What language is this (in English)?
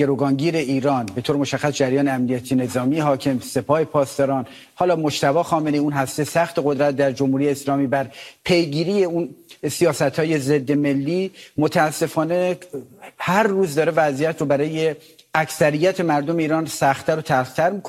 Persian